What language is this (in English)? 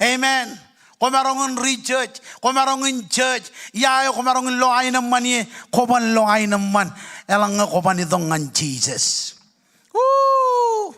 Marshallese